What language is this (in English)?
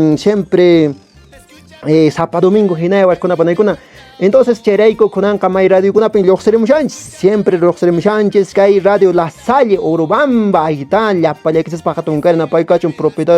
Quechua